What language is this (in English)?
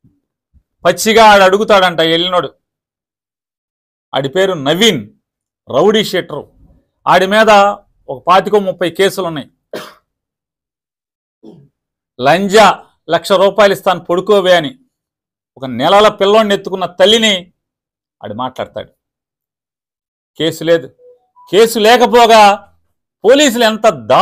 Telugu